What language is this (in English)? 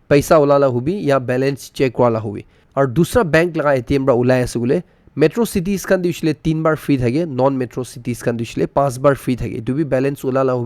Naga Pidgin